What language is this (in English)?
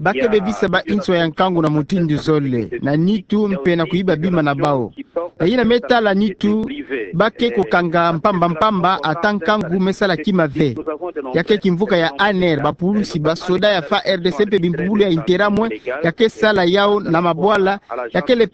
Kituba (Democratic Republic of Congo)